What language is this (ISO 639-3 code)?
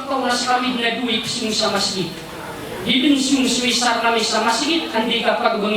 mrw